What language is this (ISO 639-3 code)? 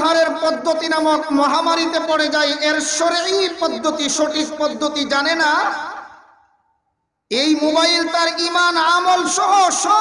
ben